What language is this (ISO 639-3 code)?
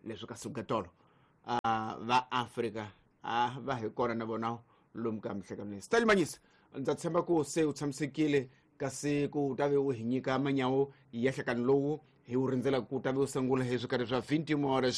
tso